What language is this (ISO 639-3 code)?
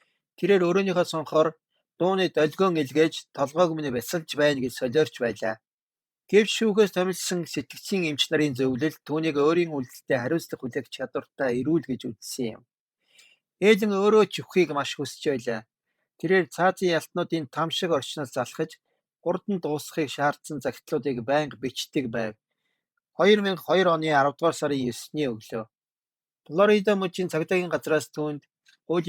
mon